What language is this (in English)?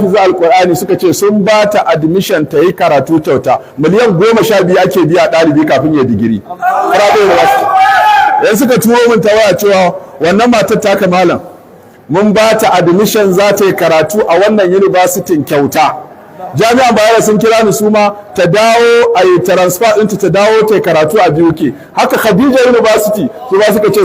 Hausa